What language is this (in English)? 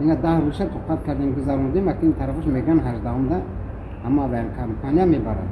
Tajik